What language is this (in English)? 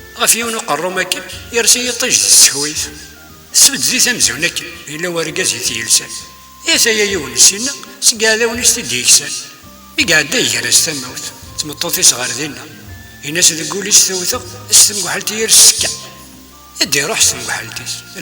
Kabyle